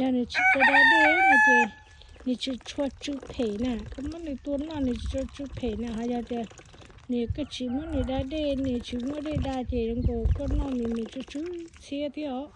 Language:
Hmong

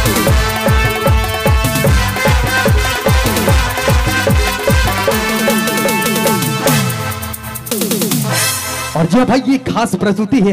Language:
Sadri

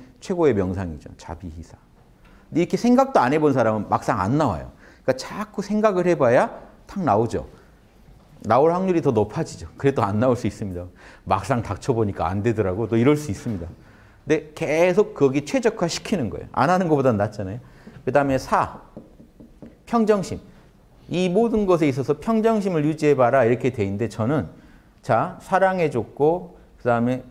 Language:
Korean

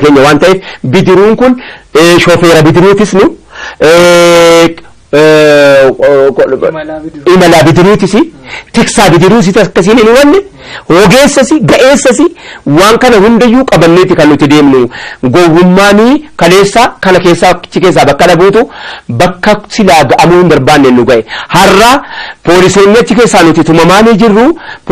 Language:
Oromo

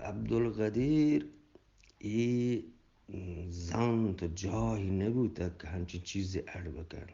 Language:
Eastern Balochi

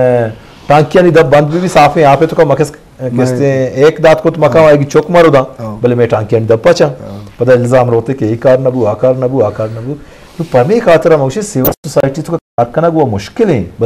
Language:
Eastern Balochi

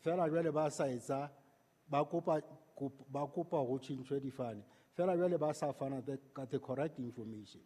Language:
Southern Sotho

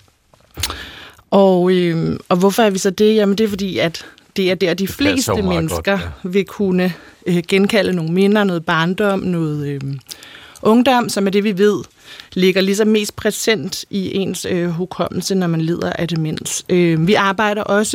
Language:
Danish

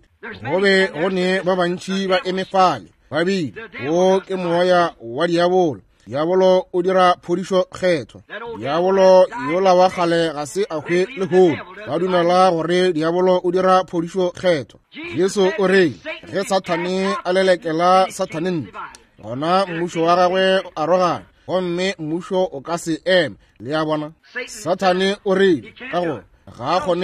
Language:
Northern Sotho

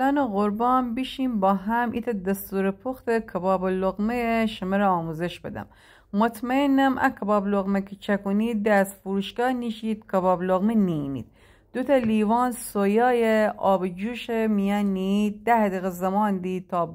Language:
Gilaki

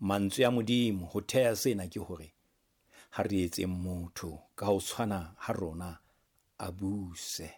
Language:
Southern Sotho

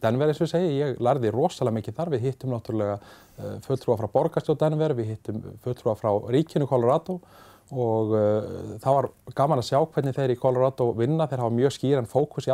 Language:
Icelandic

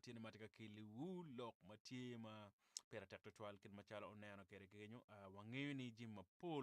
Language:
Acoli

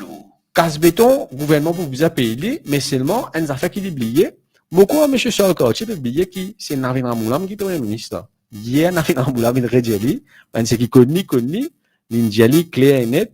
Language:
Morisyen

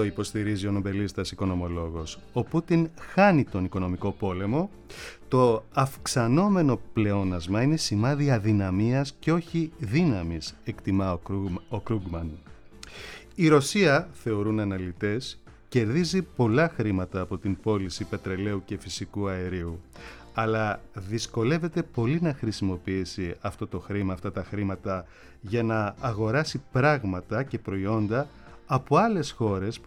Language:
Greek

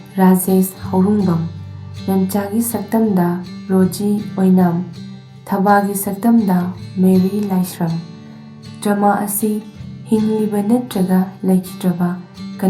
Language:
Manipuri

